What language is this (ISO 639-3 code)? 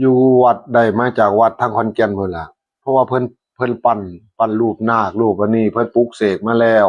tts